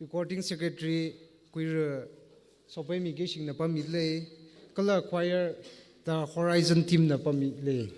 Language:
Tangkhul Naga (India)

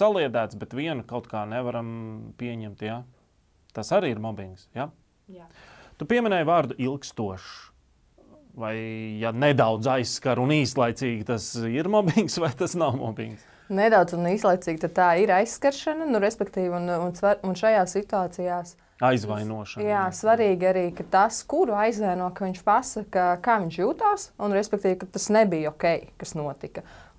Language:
Latvian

